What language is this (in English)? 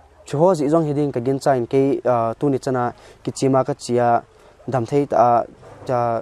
Paite Chin